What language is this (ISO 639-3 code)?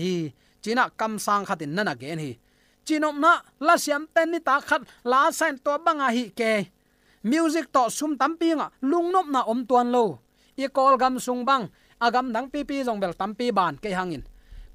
ctd